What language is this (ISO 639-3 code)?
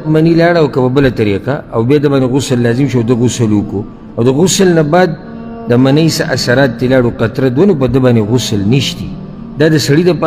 pus